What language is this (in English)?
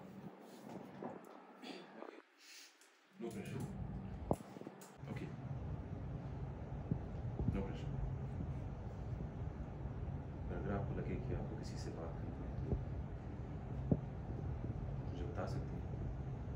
Hindi